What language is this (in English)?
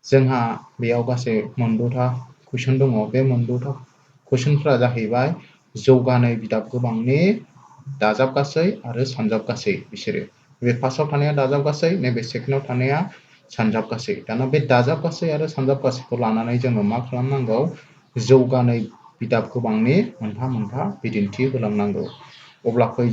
Bodo